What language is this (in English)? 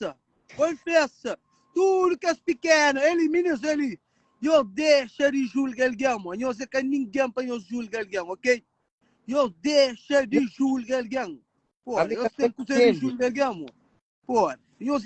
Kabuverdianu